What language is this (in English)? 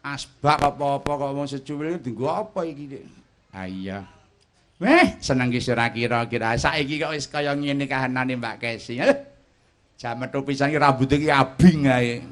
Javanese